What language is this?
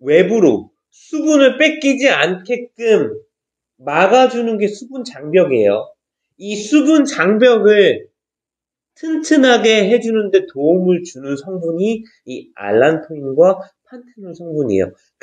Korean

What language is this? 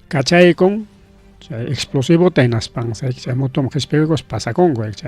Ayacucho Quechua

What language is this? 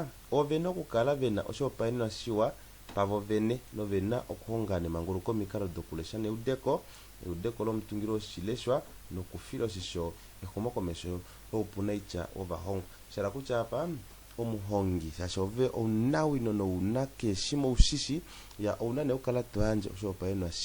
Kuanyama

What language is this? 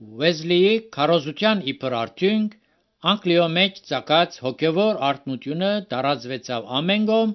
Armenian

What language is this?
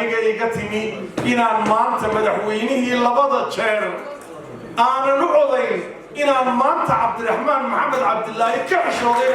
Somali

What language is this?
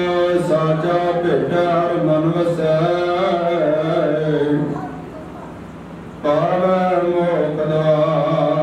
Punjabi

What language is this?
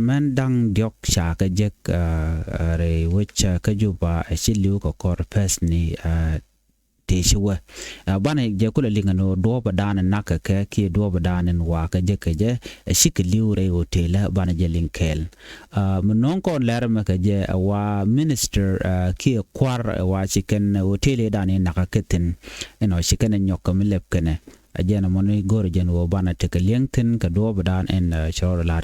Nuer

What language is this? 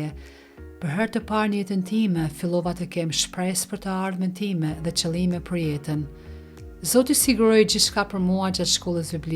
Albanian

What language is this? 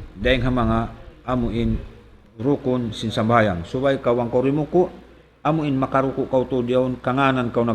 Tausug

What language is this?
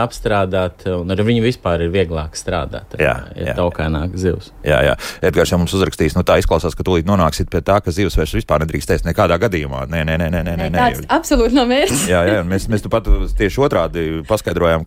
Latvian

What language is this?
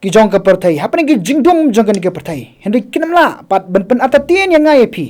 Khasi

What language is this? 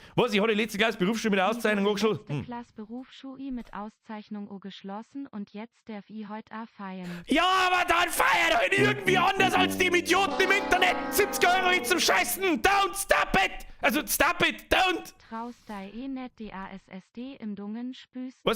Bavarian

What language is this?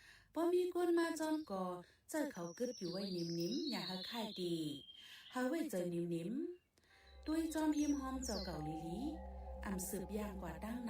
Shan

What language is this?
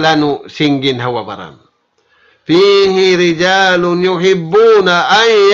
Tausug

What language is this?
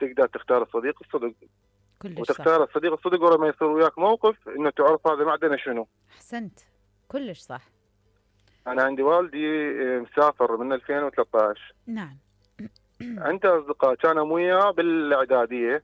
Mesopotamian Arabic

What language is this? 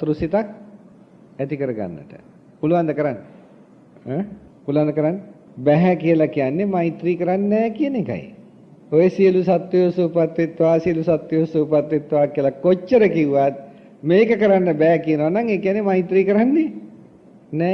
Sinhala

